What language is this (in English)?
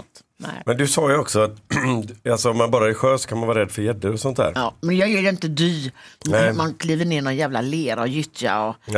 Swedish